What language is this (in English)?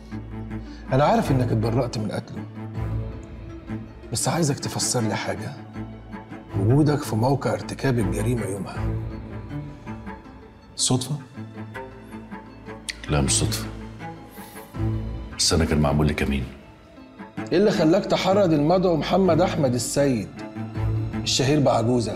Egyptian Arabic